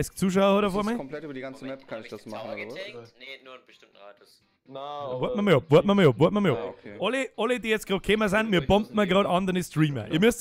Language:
Bavarian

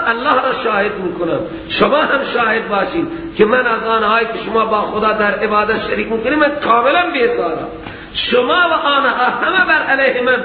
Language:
Persian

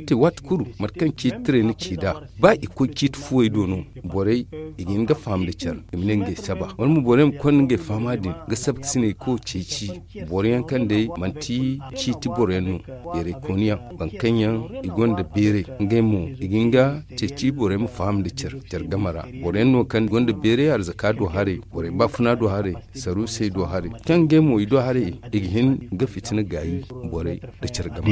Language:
Zarma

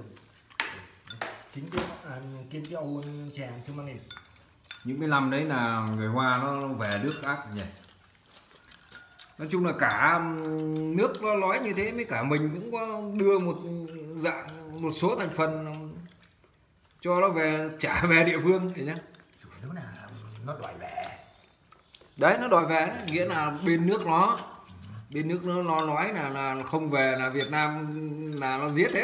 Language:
Vietnamese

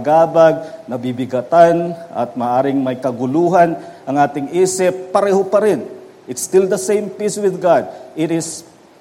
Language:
Filipino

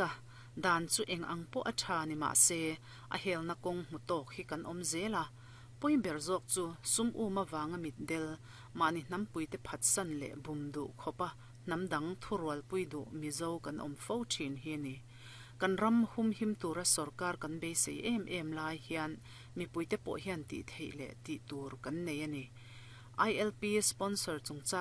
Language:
Mizo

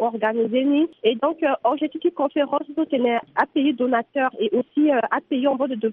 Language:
Sango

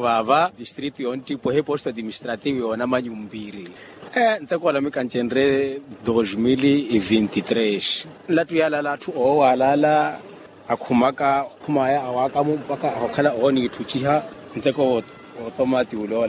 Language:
Makhuwa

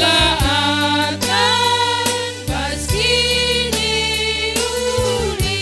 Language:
Batak Karo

